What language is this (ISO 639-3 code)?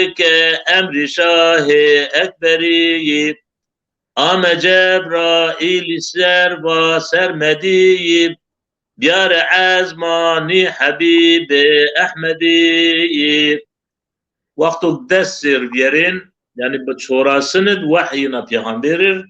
zza